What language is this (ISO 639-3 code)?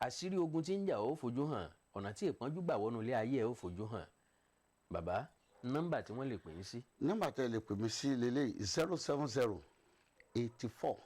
yor